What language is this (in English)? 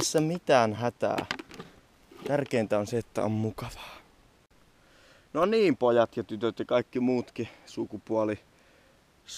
Finnish